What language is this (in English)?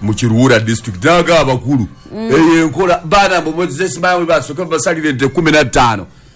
Ganda